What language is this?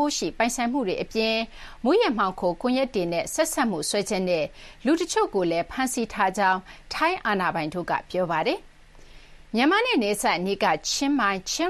Burmese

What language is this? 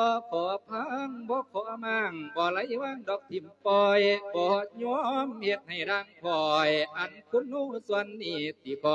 Lao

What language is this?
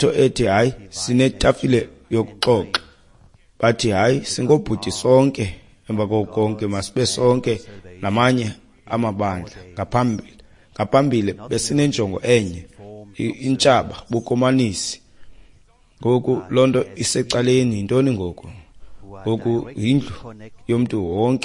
Xhosa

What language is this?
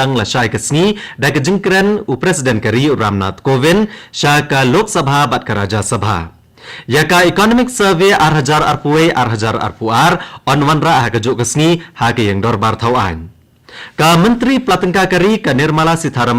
Khasi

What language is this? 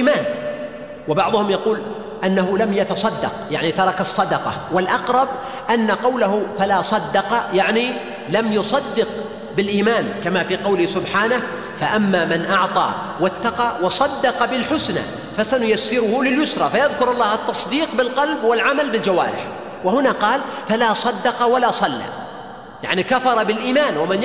Arabic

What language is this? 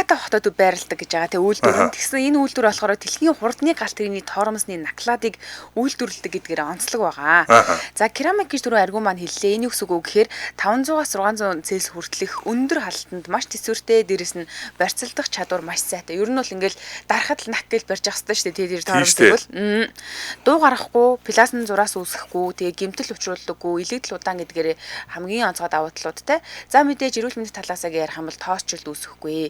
Mongolian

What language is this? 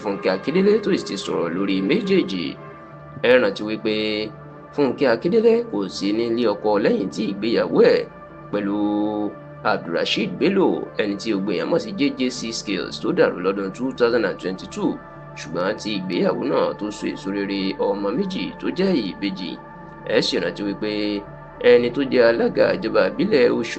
Yoruba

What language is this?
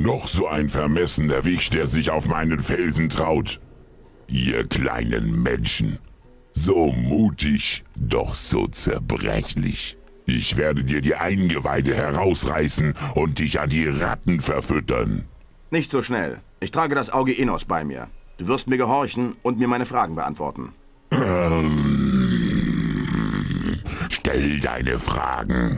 Bavarian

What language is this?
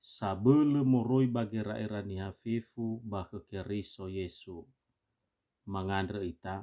Nias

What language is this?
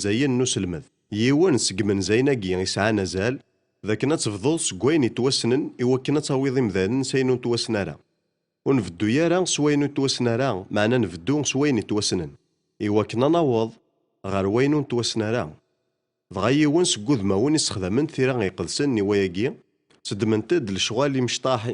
Kabyle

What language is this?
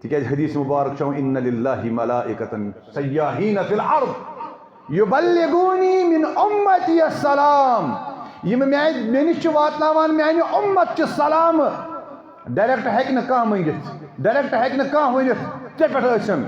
Kashmiri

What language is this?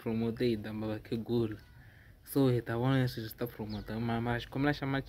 Tsonga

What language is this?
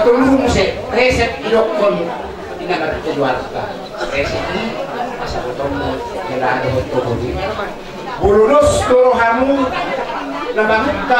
Batak Toba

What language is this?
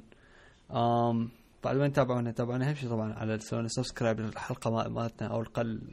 Mesopotamian Arabic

